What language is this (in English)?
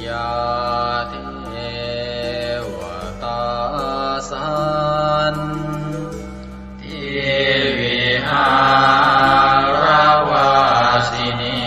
Pali